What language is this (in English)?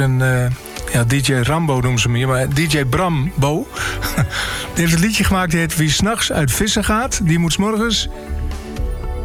Dutch